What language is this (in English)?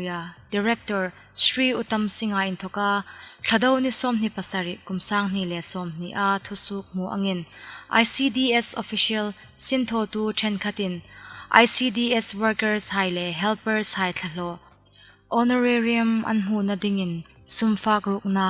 Hmar